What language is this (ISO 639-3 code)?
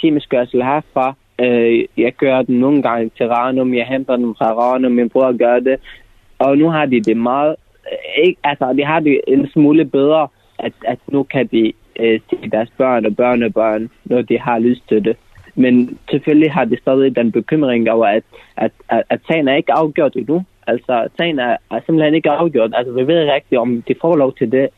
dan